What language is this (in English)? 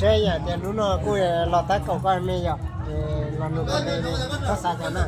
Hmong